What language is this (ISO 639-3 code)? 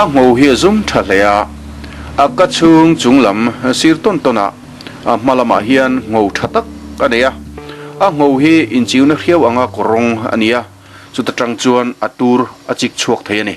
lus